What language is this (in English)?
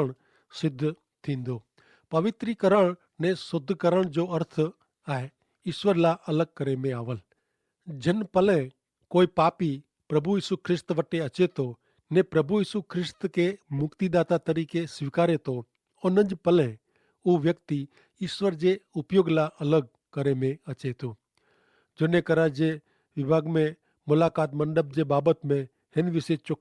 Kachhi